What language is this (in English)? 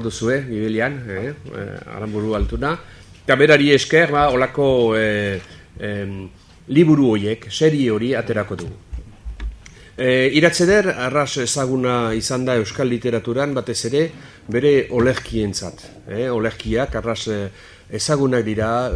Basque